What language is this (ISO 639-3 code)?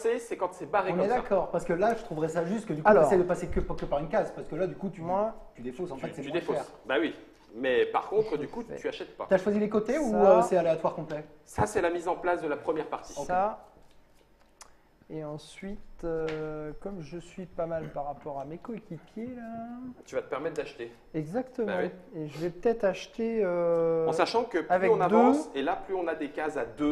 fra